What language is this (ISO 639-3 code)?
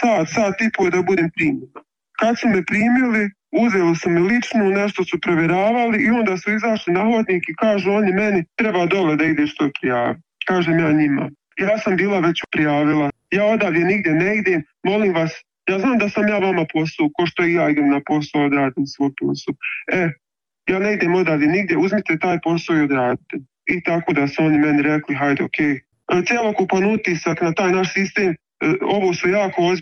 bos